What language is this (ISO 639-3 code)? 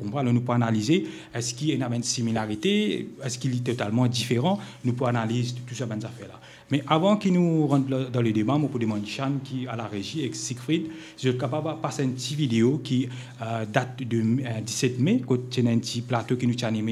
mfe